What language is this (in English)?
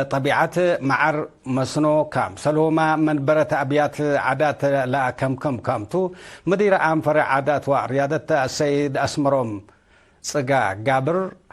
Tigre